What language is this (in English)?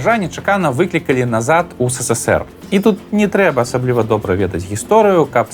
Belarusian